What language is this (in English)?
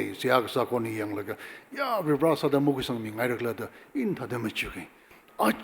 Tangkhul Naga (India)